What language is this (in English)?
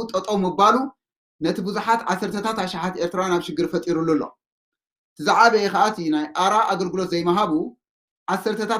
Tigrinya